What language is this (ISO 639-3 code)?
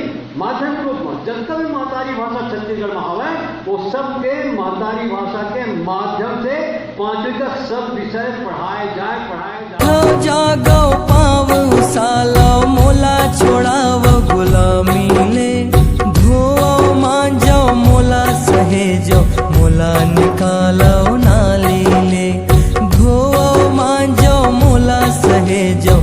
hne